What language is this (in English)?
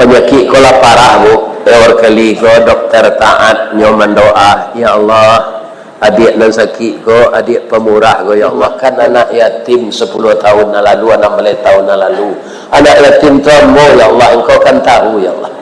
Minangkabau